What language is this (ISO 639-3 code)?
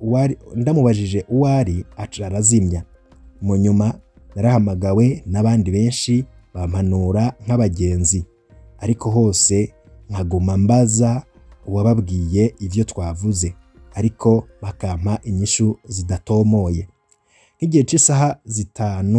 run